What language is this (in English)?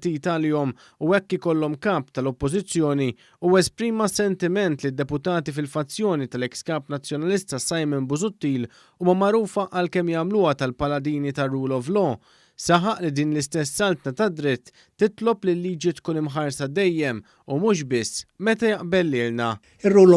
Maltese